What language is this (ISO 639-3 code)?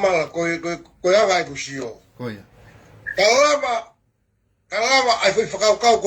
ton